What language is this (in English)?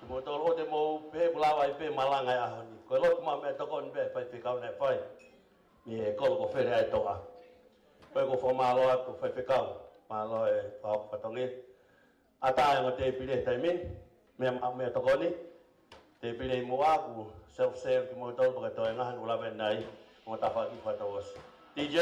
Tongan